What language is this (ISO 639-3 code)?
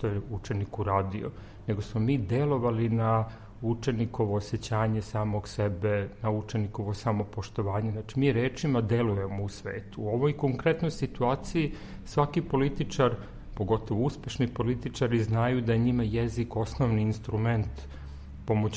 srp